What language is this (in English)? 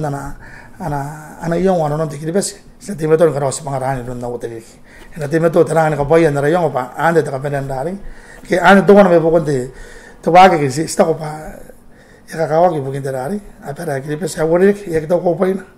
Gilbertese